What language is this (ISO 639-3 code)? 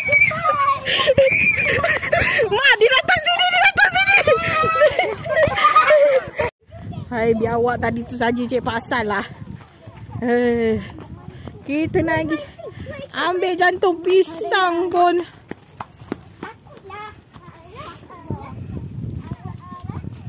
msa